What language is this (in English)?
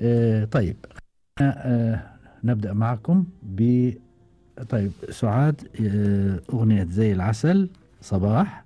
Gulf Arabic